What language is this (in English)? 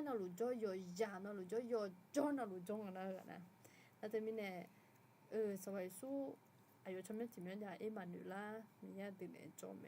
Akha